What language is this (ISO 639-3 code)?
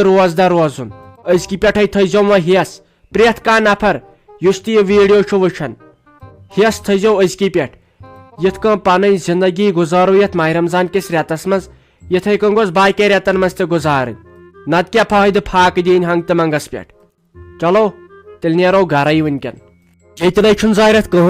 kas